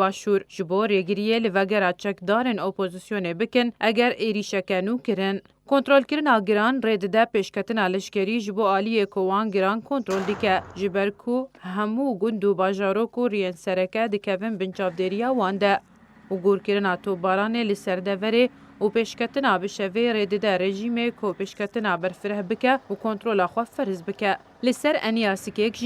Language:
Kurdish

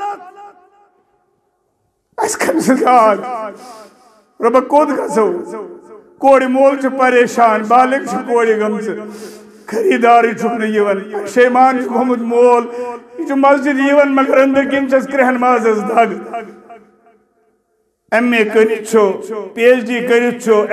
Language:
Kashmiri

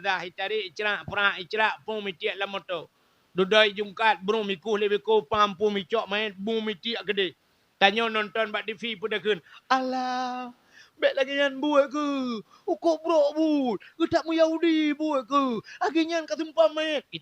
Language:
Achinese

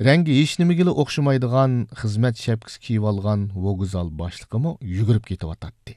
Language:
Uyghur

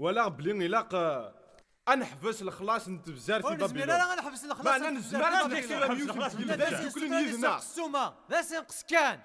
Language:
Kabyle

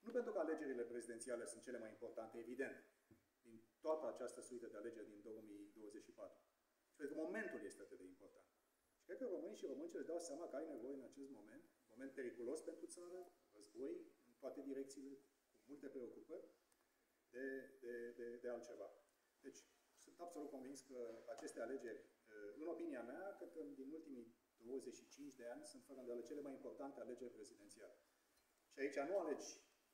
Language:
Romanian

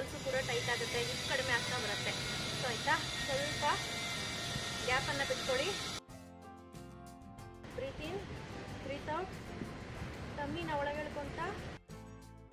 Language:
Kannada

